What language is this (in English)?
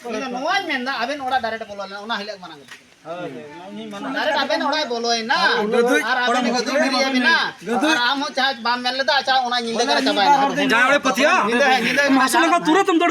Santali